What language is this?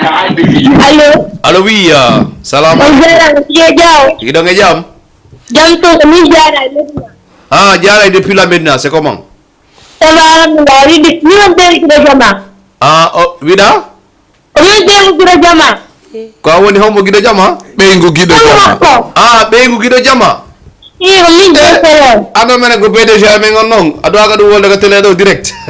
Fula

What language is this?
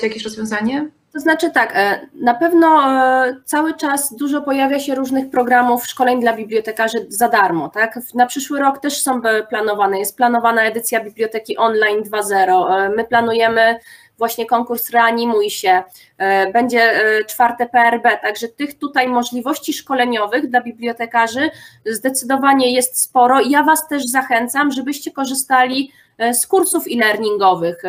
Polish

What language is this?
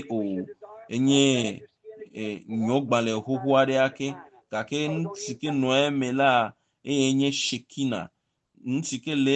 Ewe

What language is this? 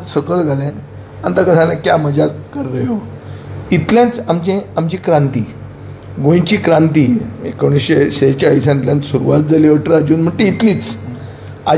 Konkani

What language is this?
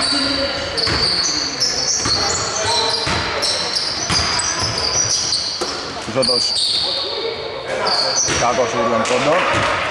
Greek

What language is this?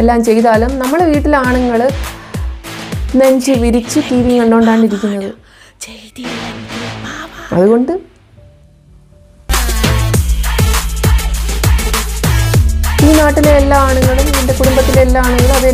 Malayalam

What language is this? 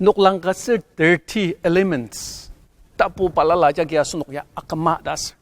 Ao Naga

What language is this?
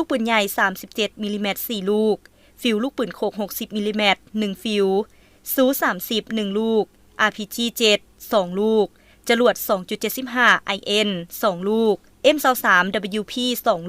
Lao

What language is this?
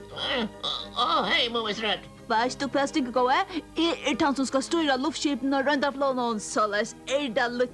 Faroese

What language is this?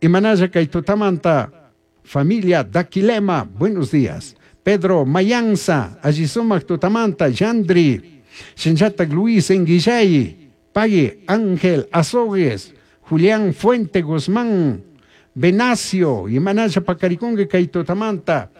Chimborazo Highland Quichua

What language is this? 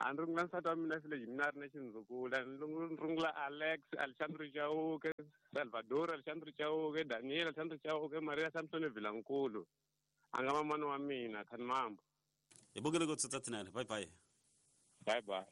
Tsonga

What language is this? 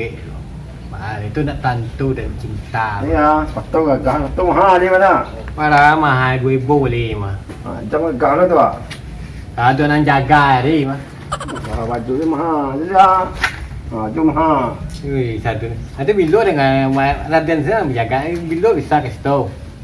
Minangkabau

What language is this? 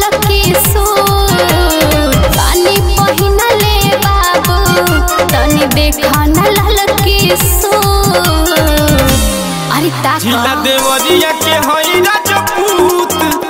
Bhojpuri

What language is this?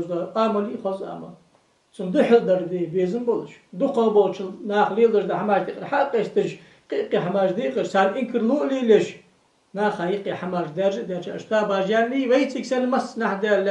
Ingush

